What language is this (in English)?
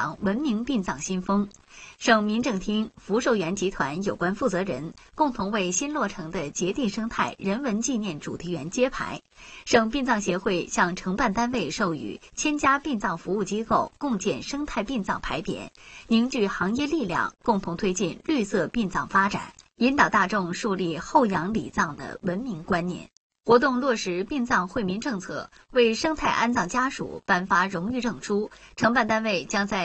Chinese